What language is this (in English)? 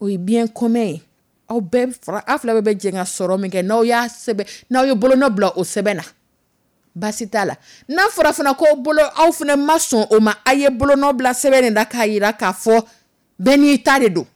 Dyula